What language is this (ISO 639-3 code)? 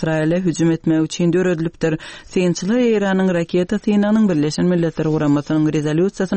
tuk